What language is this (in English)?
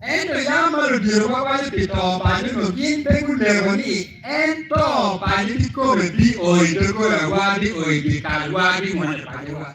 Acoli